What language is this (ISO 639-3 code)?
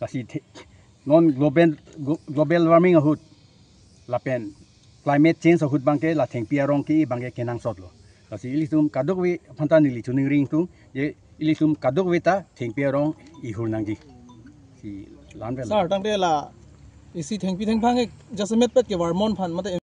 mjw